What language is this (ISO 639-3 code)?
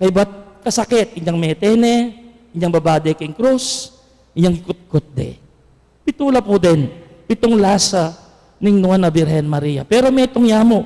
pam